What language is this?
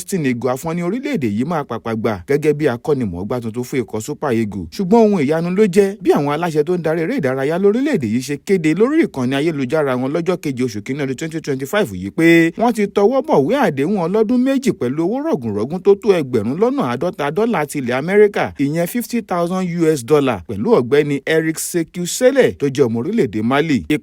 Yoruba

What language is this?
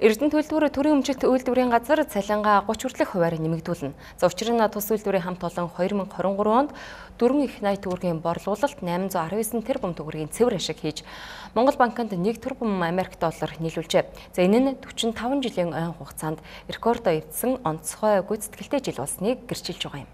Mongolian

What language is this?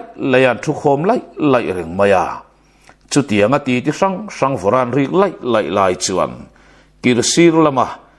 Mizo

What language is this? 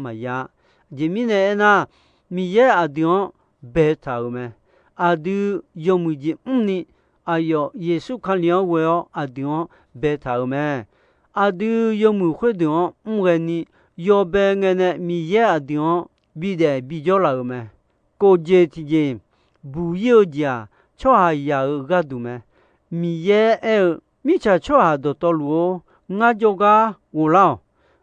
Akha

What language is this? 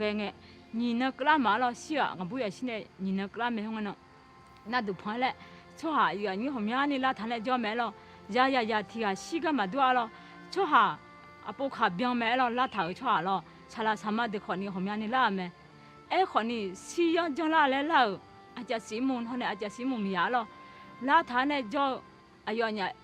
Akha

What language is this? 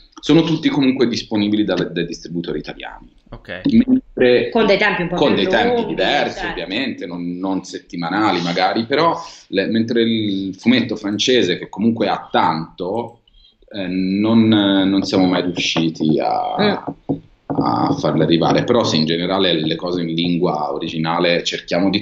Italian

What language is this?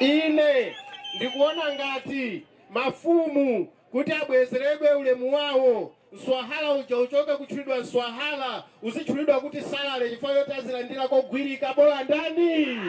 Nyanja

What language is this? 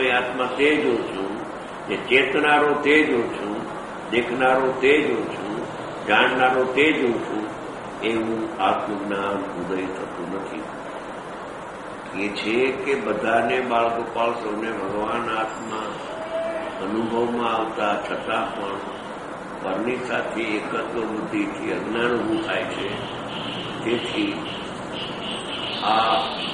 Gujarati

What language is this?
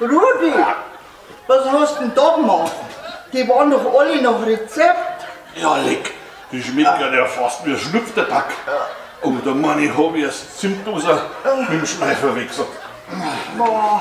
Bavarian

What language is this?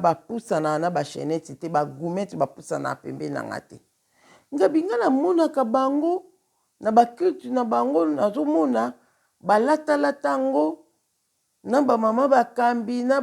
Lingala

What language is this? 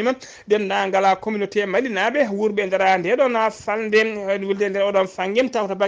Fula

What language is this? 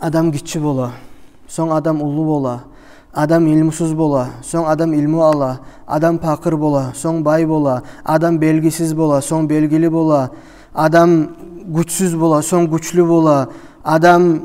Kumyk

